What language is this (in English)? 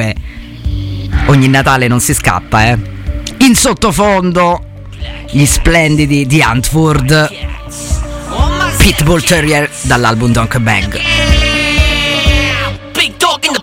Italian